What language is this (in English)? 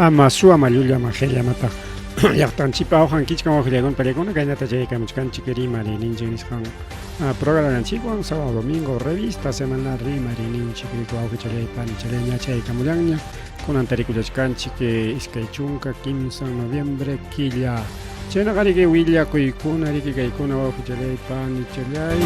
Ayacucho Quechua